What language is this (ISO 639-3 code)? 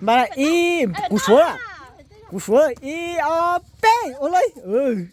hmn